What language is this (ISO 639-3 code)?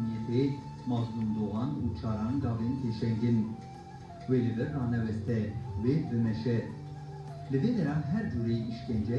kur